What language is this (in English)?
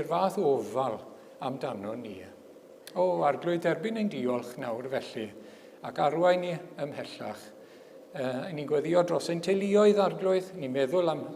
Welsh